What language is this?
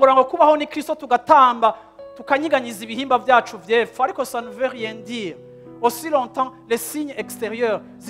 Rundi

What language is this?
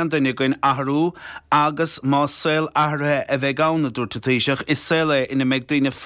Irish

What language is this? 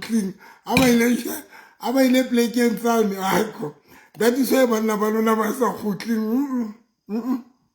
Southern Sotho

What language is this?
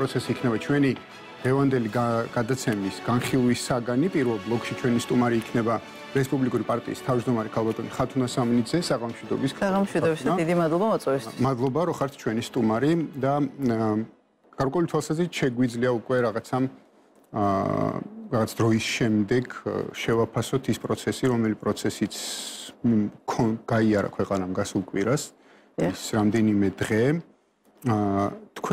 Georgian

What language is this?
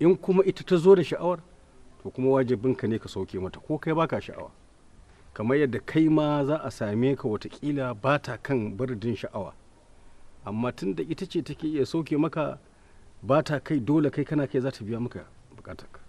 Hausa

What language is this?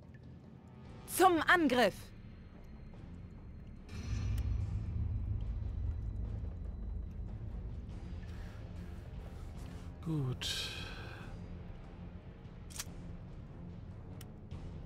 German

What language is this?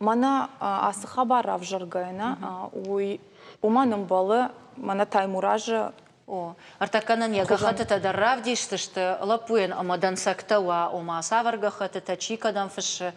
Ossetic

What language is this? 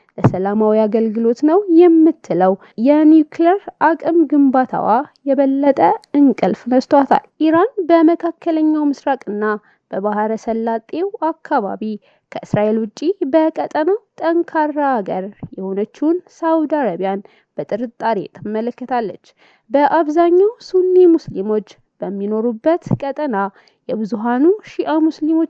Amharic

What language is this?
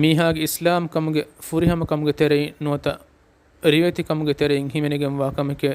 Divehi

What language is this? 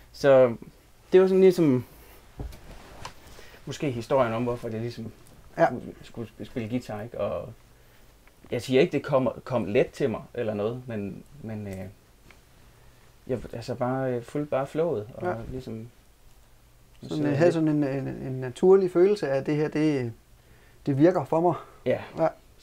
Danish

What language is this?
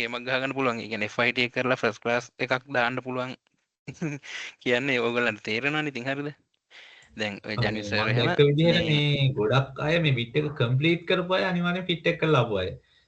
Sinhala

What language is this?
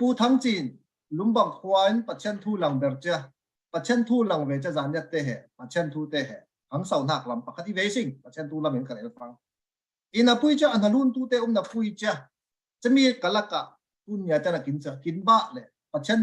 Falam Chin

